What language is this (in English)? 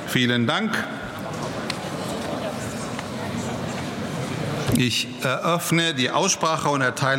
German